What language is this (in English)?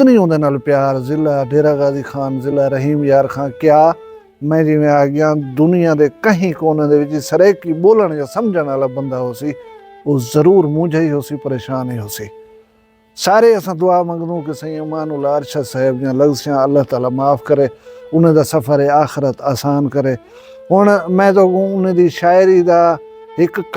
Saraiki